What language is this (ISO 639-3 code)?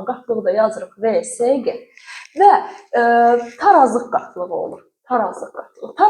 aze